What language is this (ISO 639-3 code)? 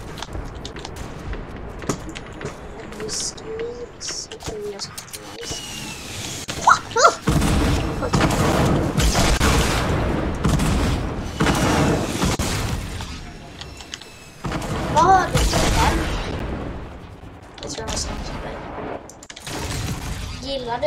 swe